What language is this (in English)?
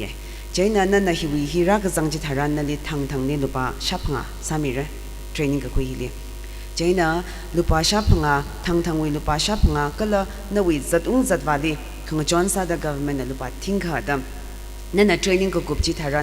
Tangkhul Naga (India)